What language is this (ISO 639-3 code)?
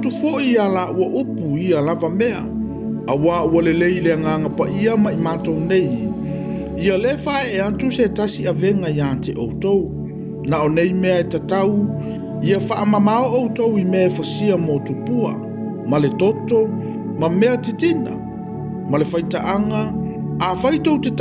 smo